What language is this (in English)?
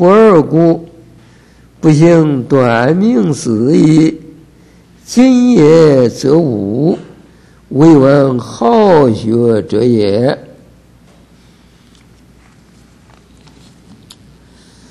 Chinese